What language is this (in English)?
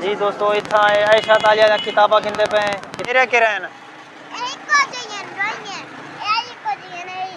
Saraiki